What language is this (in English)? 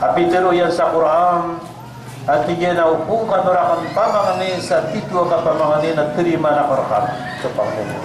Maranao